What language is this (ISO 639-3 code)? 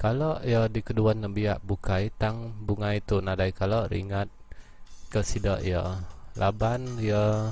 iba